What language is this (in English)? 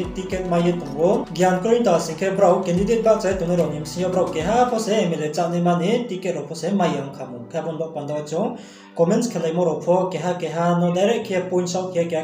Riang (India)